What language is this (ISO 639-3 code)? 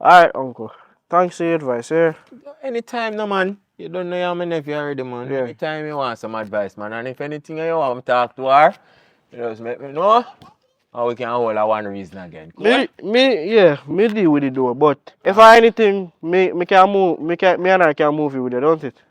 jam